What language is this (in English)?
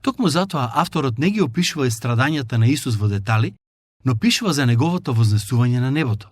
Macedonian